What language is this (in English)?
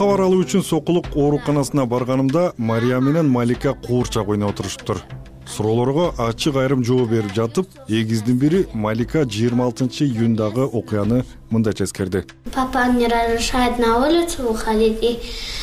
Kyrgyz